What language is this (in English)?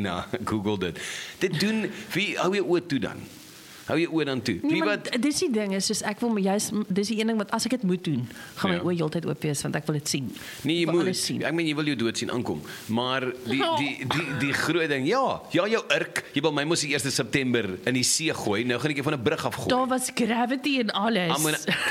Afrikaans